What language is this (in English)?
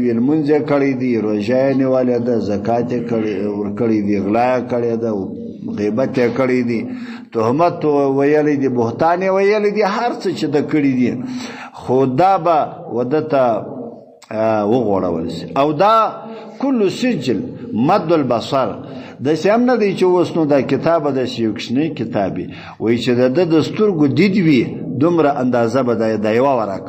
Pashto